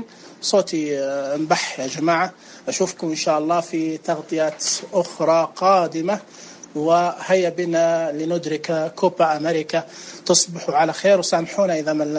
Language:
Najdi Arabic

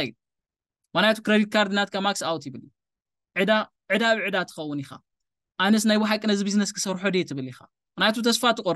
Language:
Tigrinya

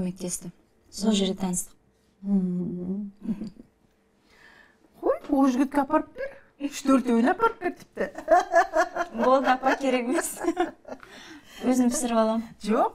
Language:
Kazakh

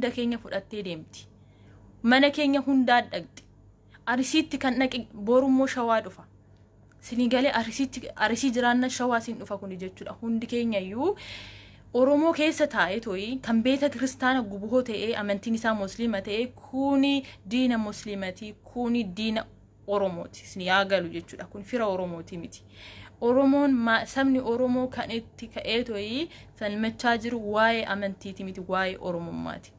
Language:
Oromo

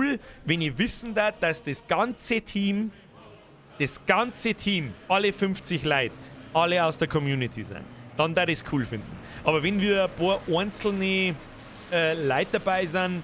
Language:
Bavarian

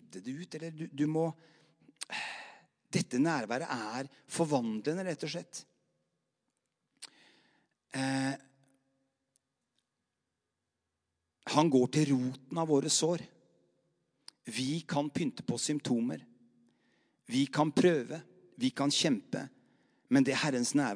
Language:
Norwegian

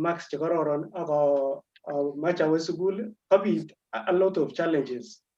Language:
Kalenjin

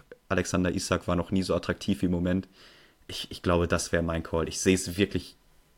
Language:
German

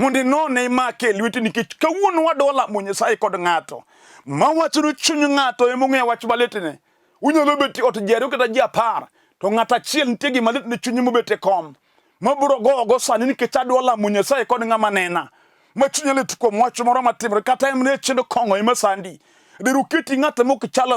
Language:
Luo (Kenya and Tanzania)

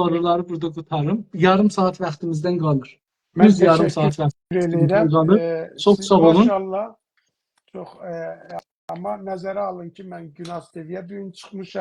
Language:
South Azerbaijani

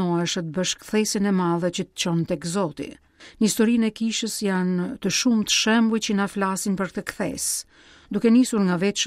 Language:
Albanian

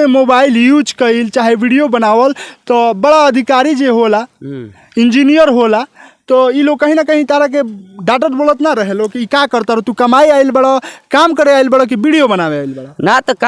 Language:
Bhojpuri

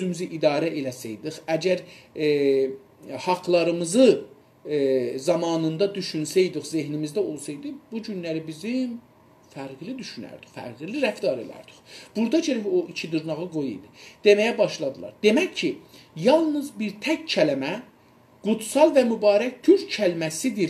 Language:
South Azerbaijani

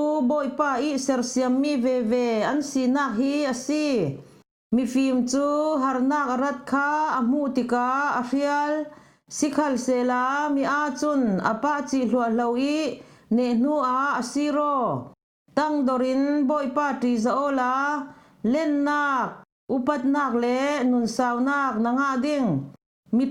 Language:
Falam Chin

